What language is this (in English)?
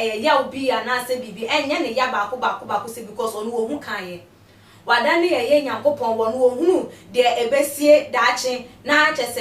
Akan